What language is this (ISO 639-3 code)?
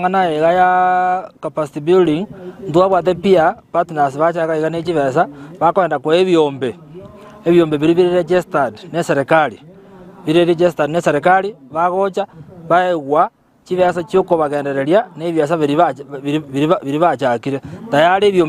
guz